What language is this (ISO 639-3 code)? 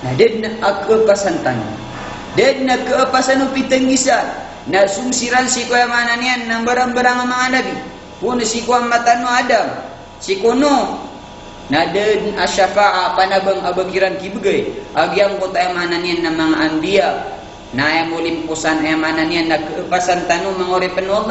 mrw